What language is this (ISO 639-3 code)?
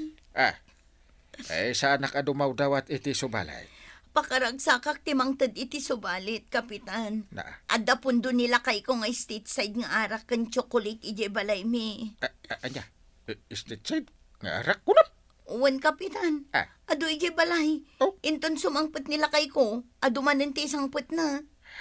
ilo